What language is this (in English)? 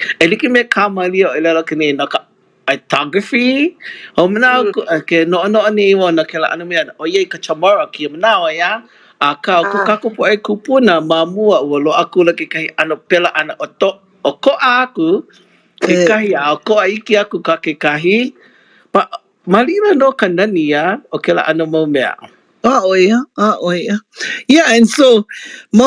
Hawaiian